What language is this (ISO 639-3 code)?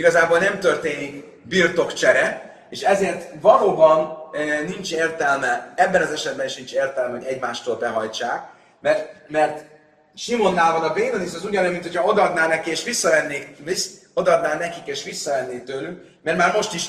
hun